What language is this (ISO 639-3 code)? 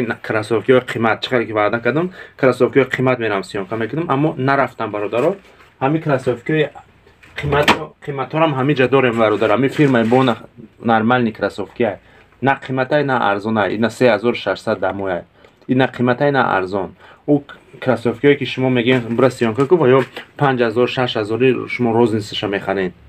tgk